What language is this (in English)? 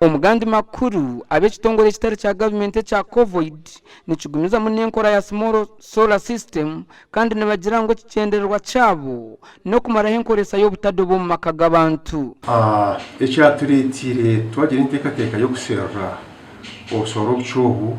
Nyankole